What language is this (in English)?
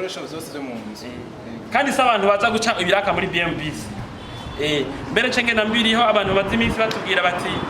Rundi